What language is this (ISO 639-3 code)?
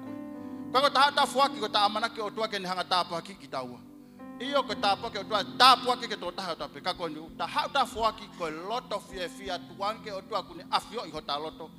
ton